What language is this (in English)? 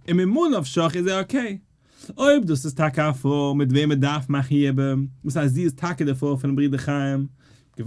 Yiddish